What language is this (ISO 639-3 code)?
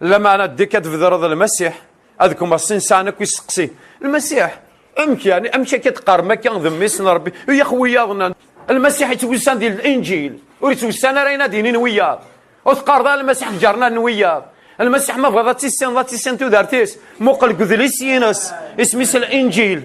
kab